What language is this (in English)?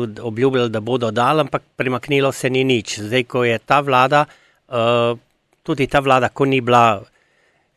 Slovenian